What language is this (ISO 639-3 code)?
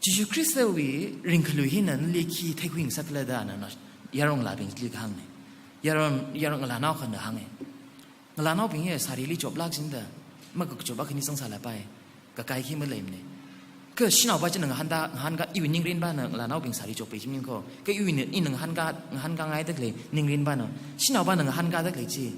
nmf